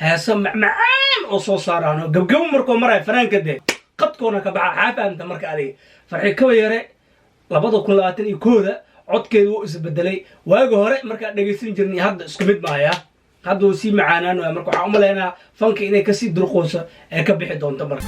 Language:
Somali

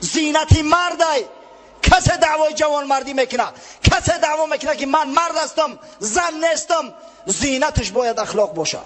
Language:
Tajik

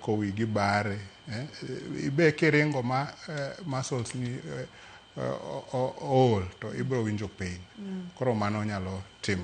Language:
Luo (Kenya and Tanzania)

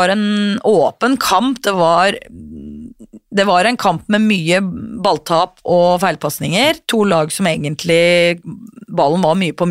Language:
Norwegian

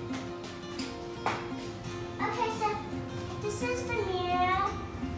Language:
English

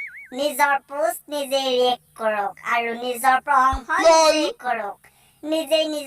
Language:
Assamese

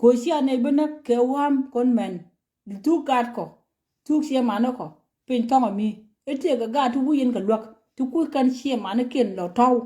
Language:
Nuer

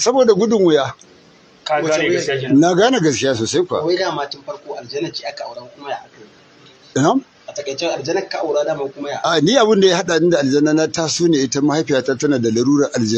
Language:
Hausa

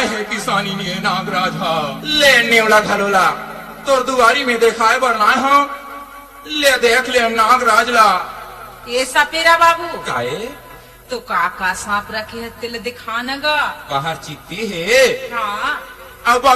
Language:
Chhattisgarhi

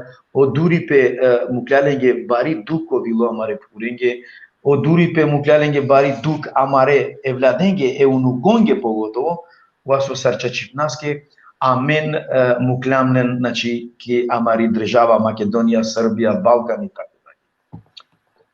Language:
Balkan Romani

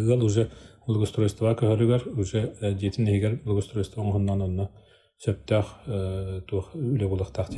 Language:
Yakut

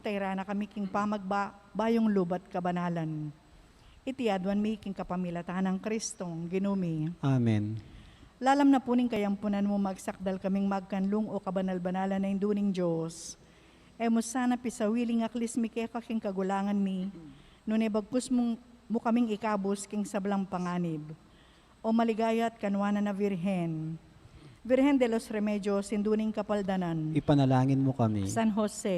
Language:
Pampanga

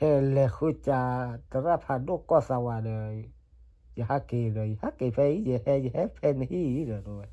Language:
S'gaw Karen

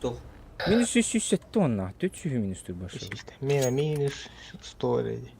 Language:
Yakut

